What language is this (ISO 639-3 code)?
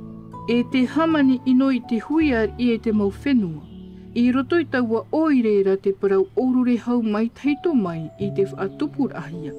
tah